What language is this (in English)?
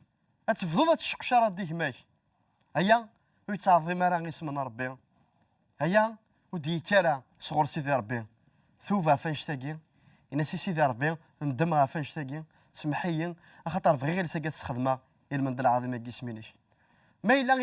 Kabyle